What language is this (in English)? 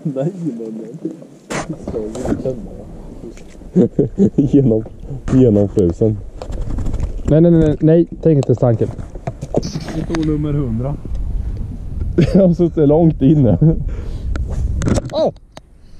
Swedish